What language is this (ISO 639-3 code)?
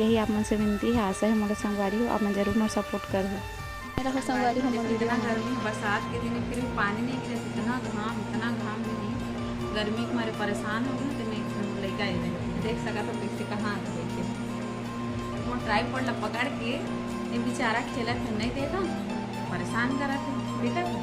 hne